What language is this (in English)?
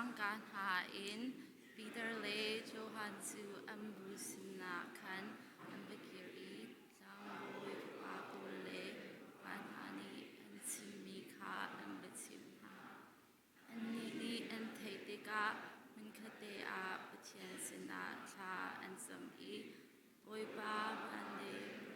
Hakha Chin